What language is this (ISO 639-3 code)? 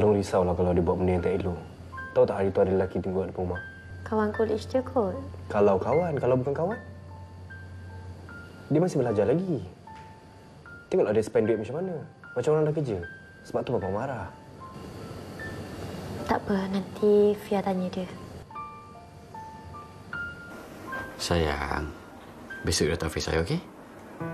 msa